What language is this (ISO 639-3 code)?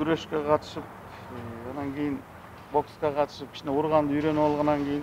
kir